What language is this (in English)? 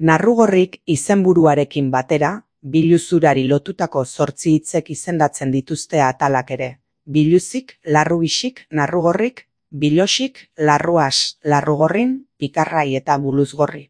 Basque